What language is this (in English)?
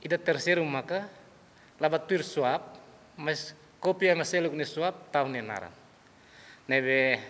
Tetum